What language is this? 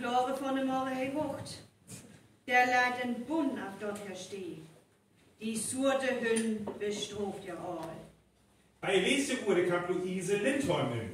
Northern Frisian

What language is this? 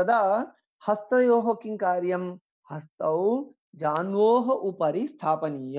Sanskrit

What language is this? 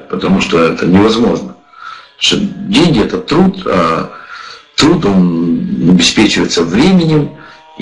Russian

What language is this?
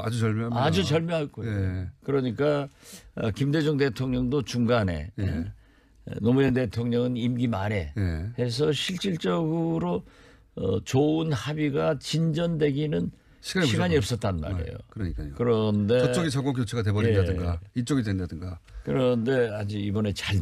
Korean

